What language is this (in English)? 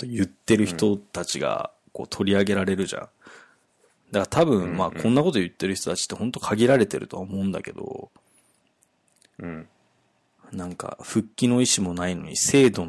Japanese